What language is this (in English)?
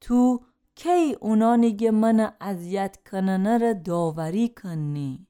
Gilaki